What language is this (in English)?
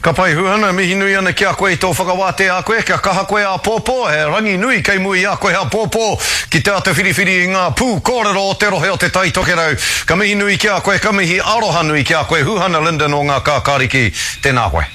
Māori